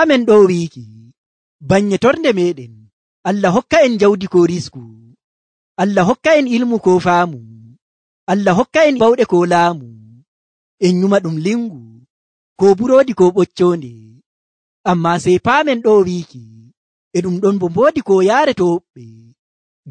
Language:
Nigerian Fulfulde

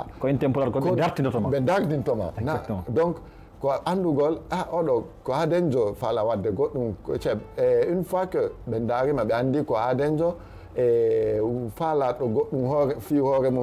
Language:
Fula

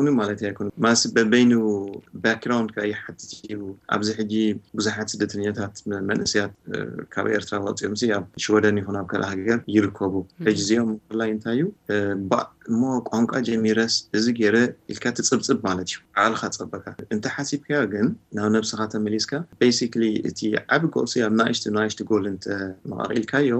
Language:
Tigrinya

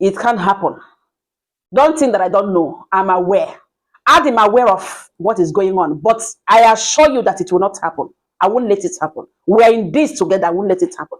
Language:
Igbo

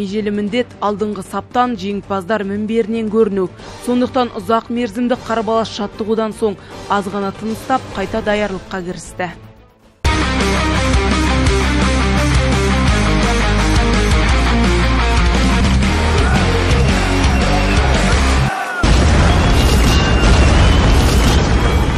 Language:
Kazakh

